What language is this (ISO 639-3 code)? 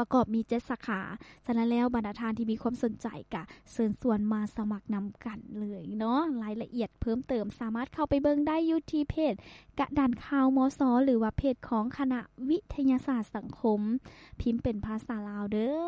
lao